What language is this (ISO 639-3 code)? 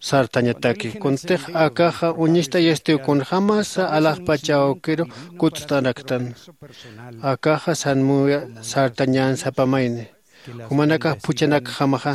aym